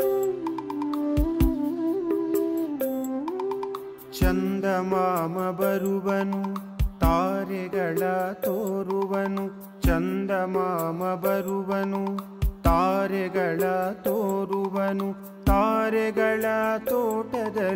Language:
Kannada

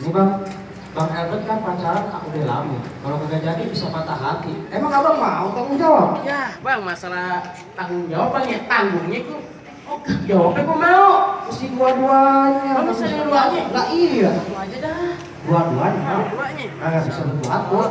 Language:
Betawi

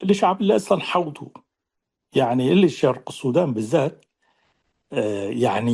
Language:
Tigre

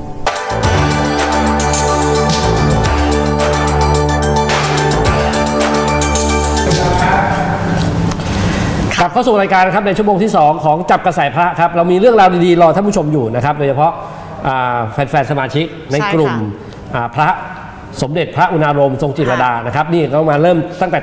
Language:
Thai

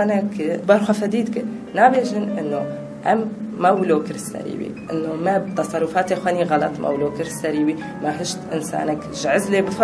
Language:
Kurdish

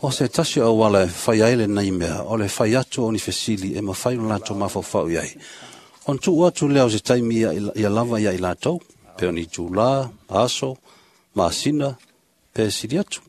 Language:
Samoan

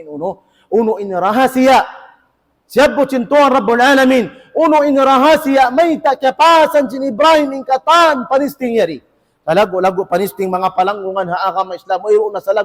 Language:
Tausug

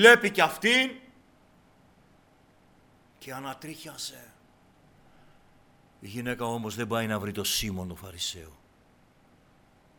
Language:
Greek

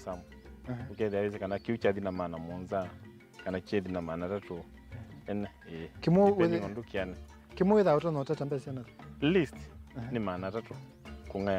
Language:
Kamba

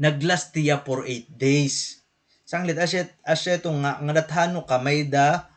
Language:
Waray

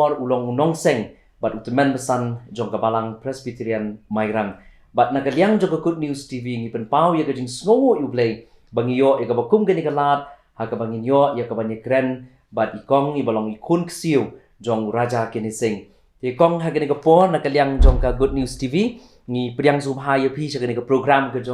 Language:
Khasi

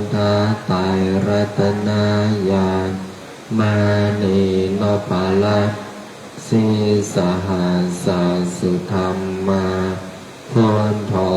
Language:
Pali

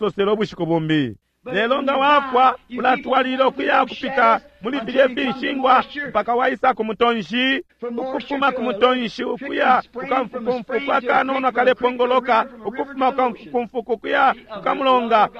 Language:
Bemba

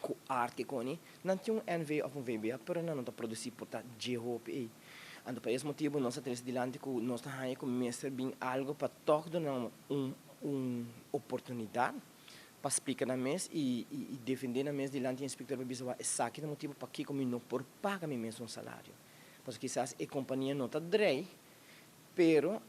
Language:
Papiamento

